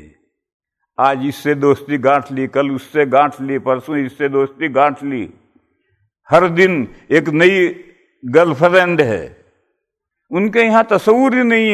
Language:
Urdu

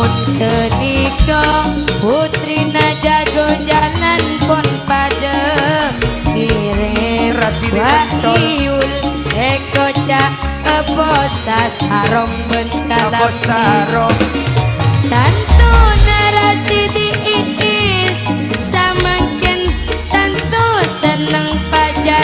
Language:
Madurese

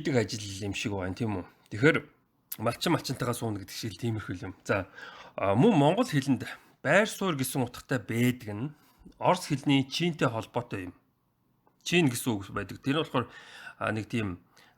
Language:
Mongolian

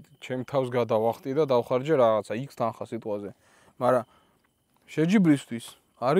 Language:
Georgian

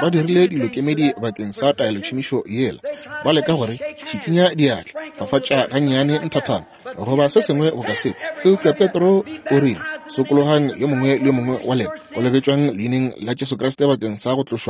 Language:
Northern Sotho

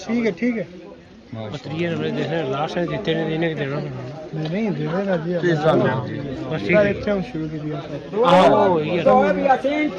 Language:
Pahari-Potwari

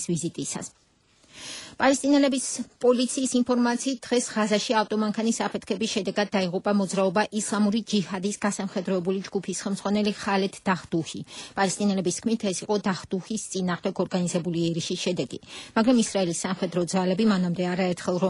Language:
Georgian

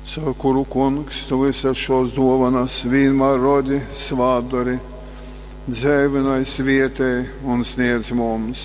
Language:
Latgalian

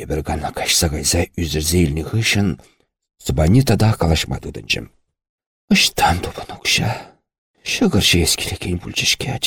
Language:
Chuvash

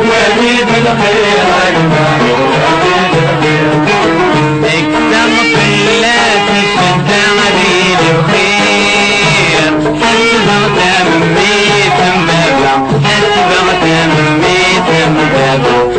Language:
Kabyle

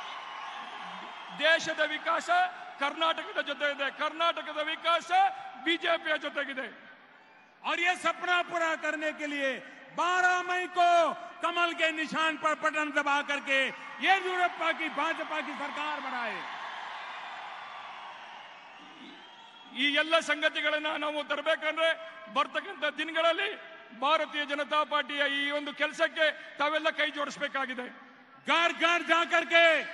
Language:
Kannada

